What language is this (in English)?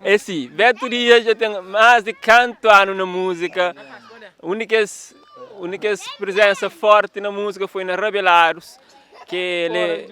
Kabuverdianu